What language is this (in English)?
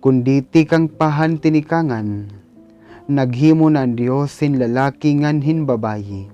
Waray